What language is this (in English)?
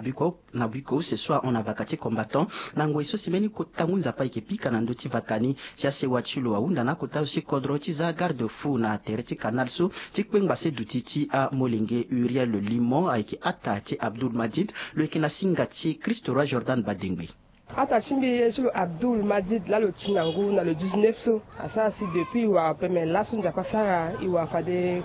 Sango